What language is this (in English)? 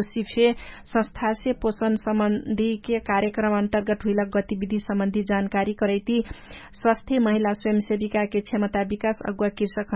Dangaura Tharu